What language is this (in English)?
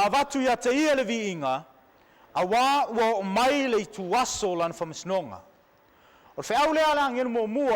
Samoan